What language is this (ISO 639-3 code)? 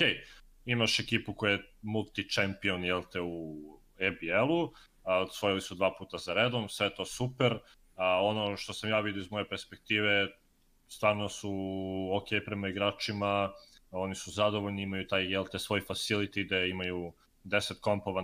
srp